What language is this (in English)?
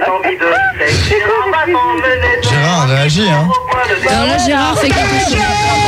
French